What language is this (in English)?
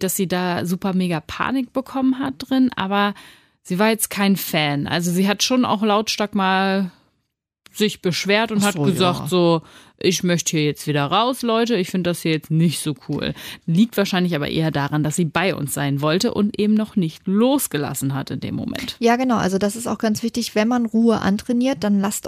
German